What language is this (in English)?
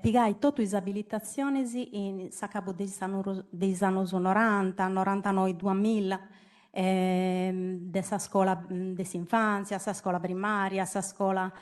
Sardinian